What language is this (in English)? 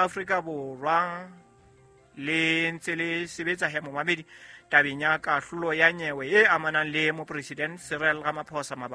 Southern Sotho